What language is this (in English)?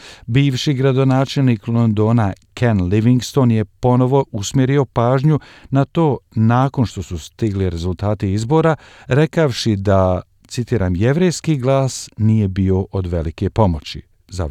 Croatian